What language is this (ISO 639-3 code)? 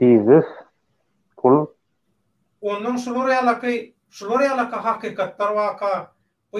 tuk